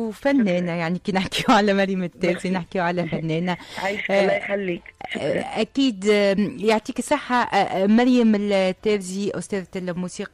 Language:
Tunisian Arabic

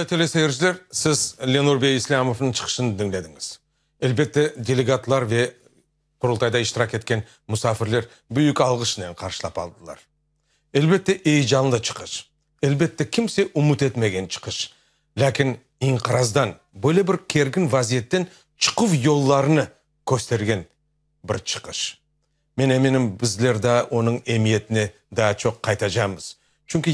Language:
Crimean Tatar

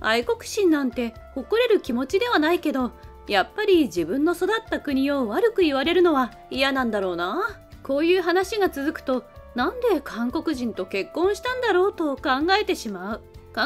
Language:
Japanese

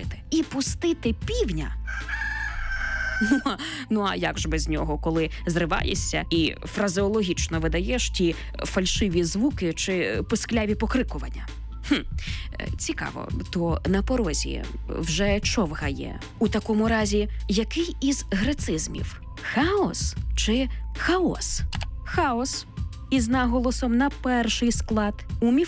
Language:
Ukrainian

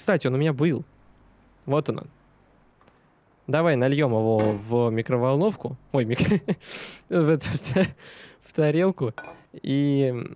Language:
Russian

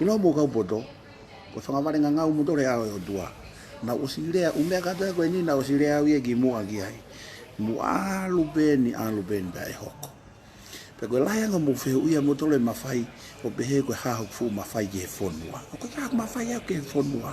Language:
Tongan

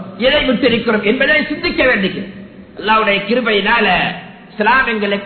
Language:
Tamil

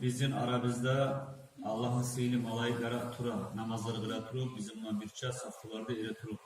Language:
Kumyk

